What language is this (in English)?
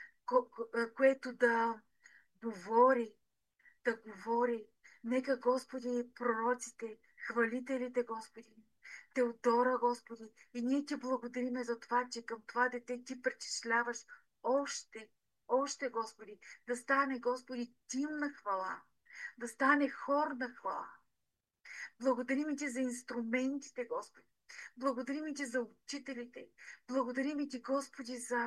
Bulgarian